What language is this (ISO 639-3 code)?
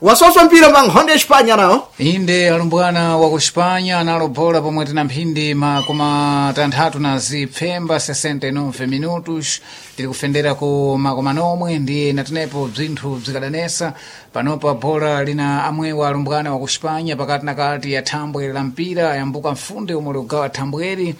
seh